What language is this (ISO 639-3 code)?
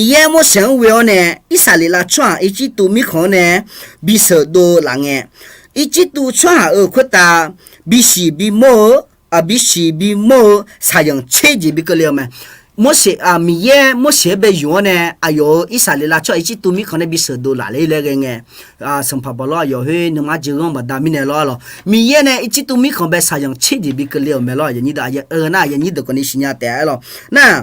ahk